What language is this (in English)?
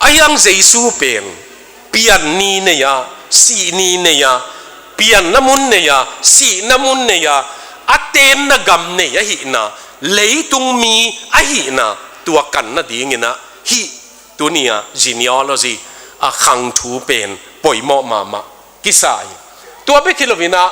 Tedim Chin